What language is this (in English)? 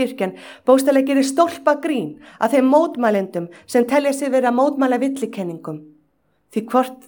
Icelandic